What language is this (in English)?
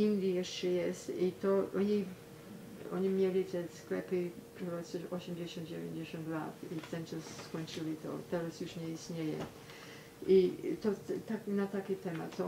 Polish